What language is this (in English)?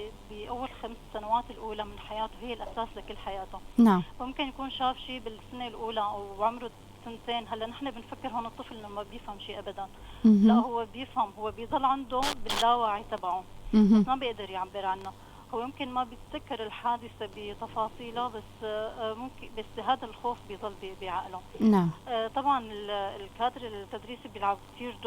North Levantine Arabic